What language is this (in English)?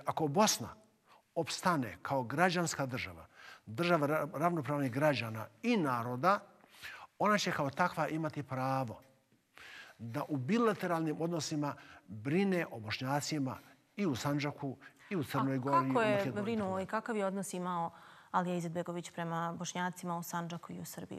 Bosnian